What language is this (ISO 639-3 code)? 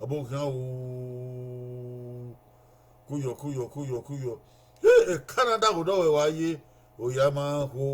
bin